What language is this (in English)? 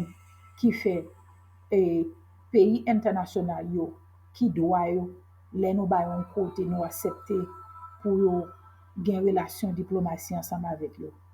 Haitian Creole